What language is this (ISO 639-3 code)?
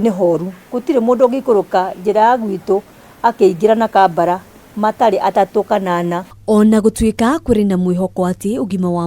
kik